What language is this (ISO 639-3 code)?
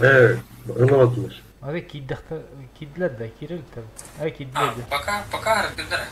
sah